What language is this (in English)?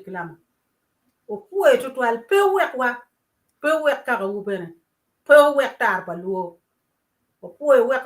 Acoli